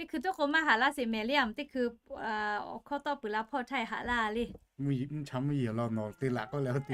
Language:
Lahu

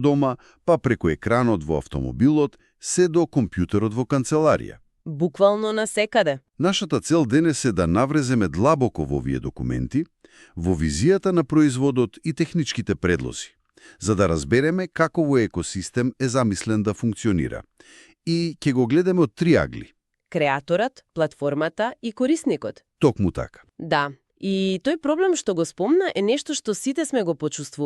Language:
Macedonian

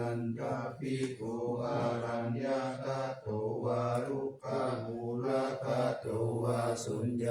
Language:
Pali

